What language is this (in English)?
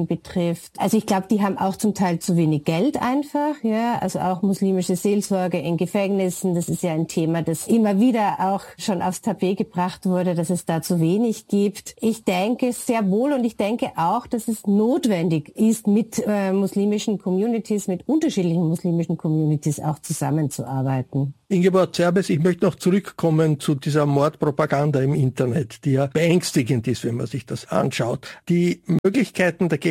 German